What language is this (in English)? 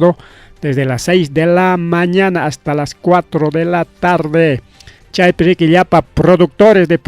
Ayacucho Quechua